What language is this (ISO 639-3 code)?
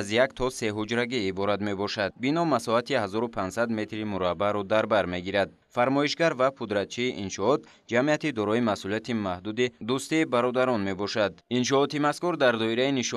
tgk